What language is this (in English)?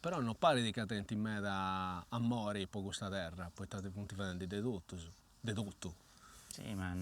Sardinian